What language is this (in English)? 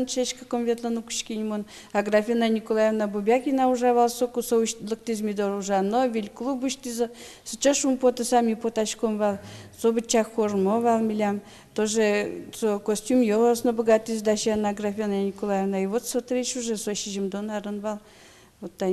Udmurt